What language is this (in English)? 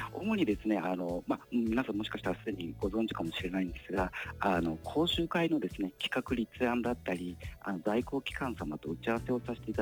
Japanese